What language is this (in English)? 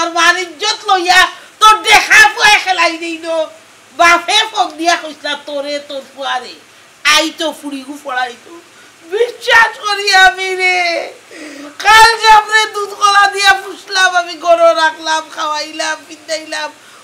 Sylheti